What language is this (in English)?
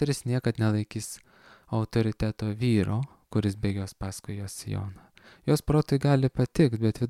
Lithuanian